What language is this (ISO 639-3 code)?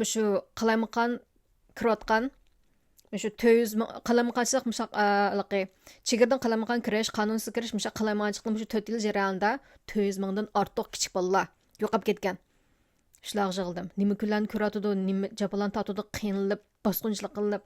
uig